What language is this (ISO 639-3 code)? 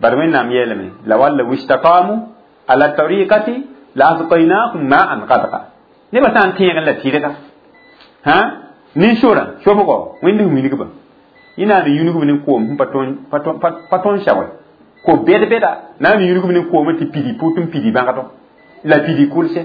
mos